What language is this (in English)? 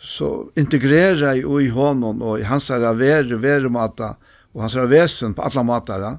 Faroese